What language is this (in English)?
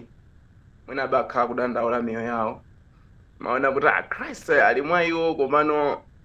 Nyanja